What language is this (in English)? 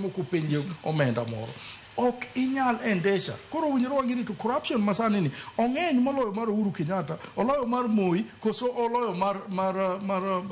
Luo (Kenya and Tanzania)